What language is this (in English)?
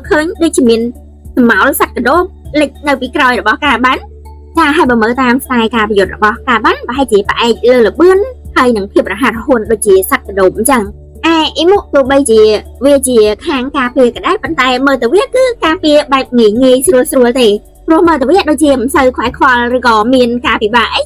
Khmer